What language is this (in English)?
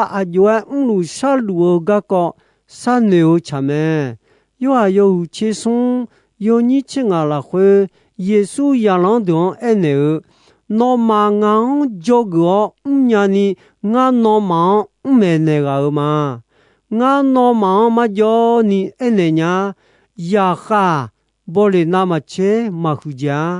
Akha